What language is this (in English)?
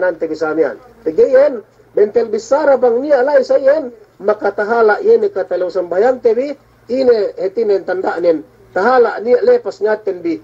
Yakan